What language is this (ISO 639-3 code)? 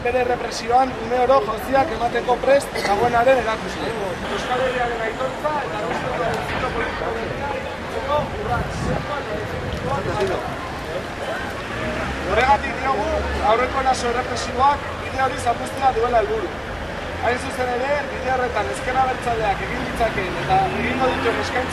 eus